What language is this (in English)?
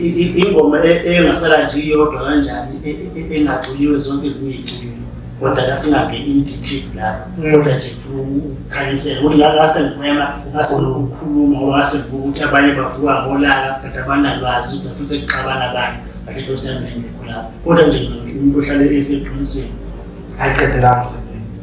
Zulu